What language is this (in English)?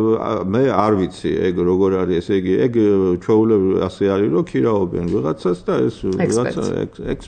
Georgian